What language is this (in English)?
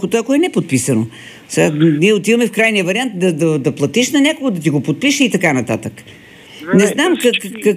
Bulgarian